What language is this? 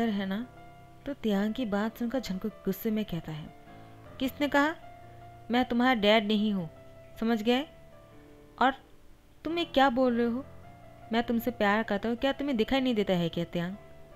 Hindi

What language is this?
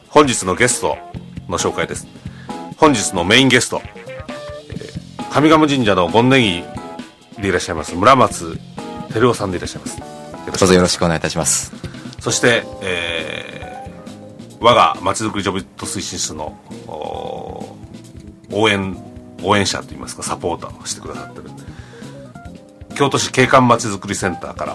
Japanese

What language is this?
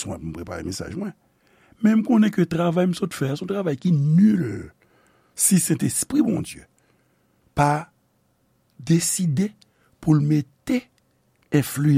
Haitian Creole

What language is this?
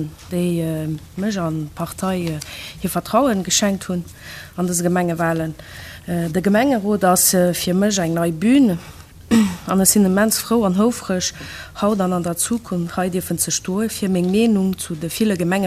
Luxembourgish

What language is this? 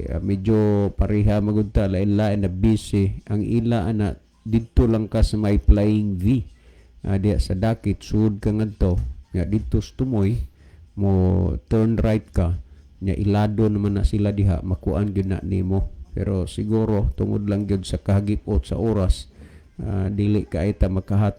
Cebuano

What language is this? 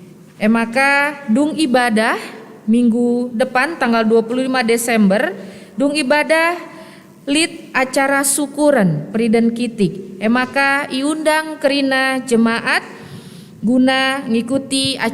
Batak Karo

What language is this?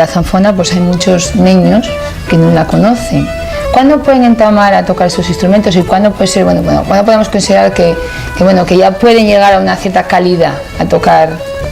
Asturian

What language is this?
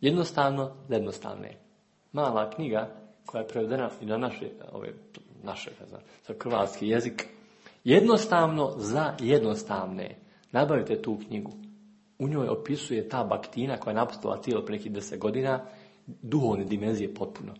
Serbian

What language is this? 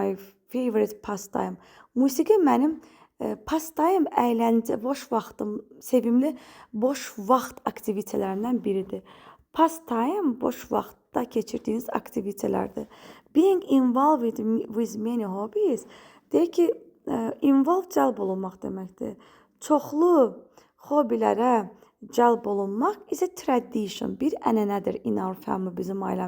Azerbaijani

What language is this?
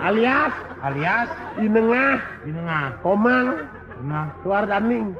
Balinese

